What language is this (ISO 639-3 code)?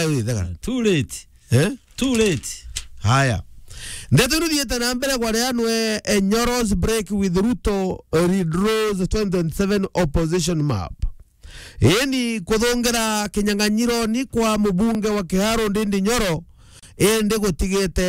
mer